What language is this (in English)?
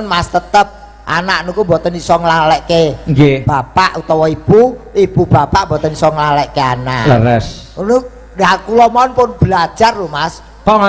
Javanese